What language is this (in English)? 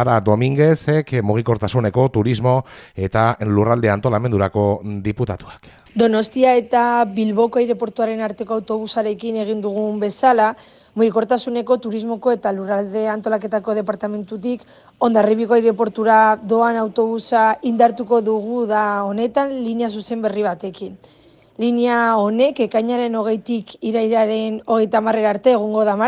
Basque